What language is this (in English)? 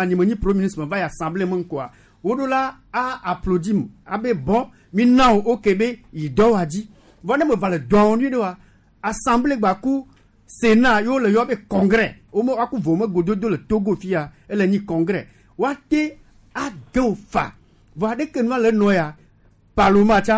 Gen